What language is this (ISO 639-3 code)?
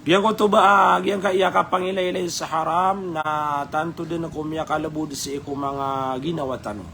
mrw